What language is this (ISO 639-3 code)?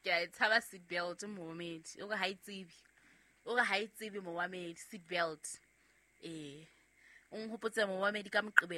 sot